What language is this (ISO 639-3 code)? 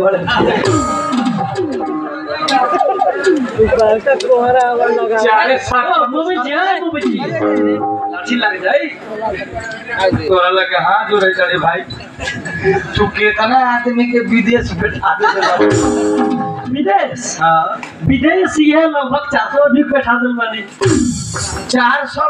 bho